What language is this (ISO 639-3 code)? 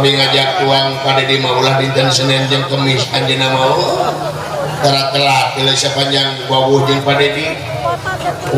sun